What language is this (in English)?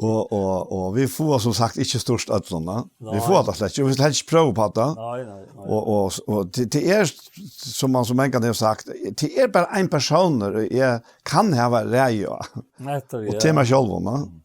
Faroese